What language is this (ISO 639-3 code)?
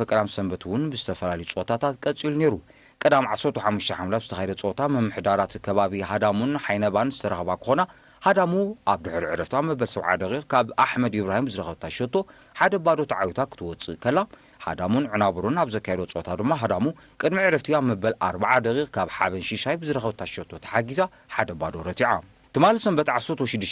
tir